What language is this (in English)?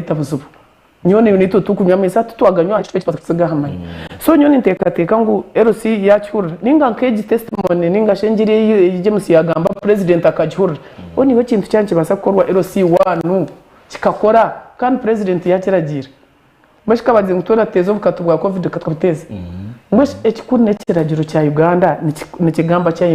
Nyankole